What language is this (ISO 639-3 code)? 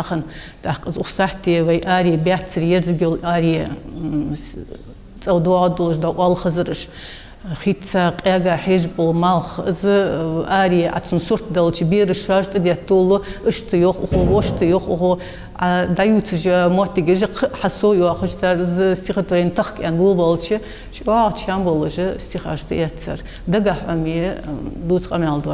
inh